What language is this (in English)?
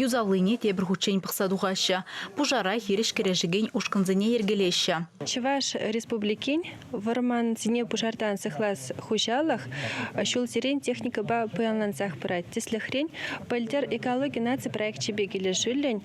Chuvash